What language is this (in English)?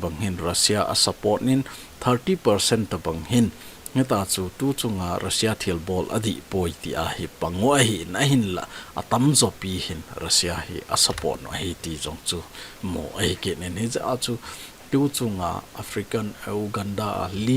Thado Chin